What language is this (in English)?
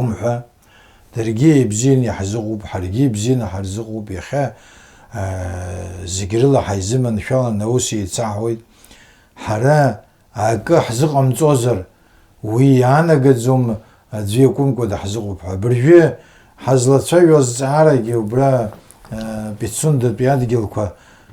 Abkhazian